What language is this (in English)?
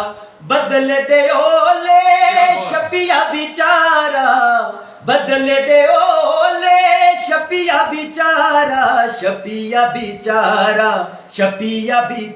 Dogri